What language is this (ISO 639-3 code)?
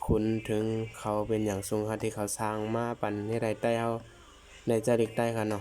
shn